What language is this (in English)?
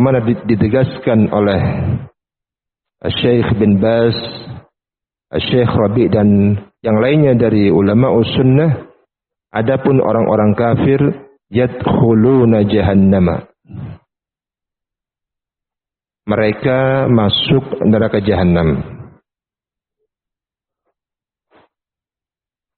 Indonesian